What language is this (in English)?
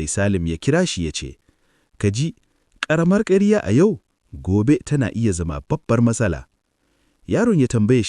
Hausa